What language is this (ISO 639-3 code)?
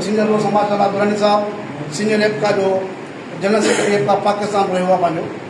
snd